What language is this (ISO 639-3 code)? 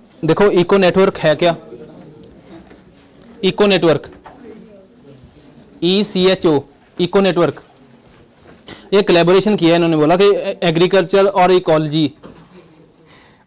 hin